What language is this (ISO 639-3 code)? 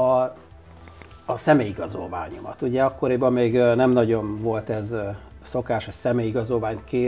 hun